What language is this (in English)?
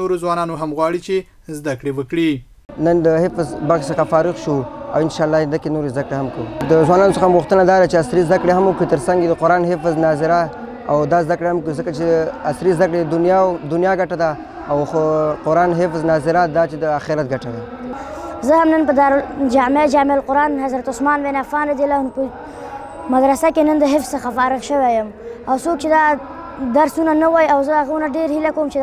Pashto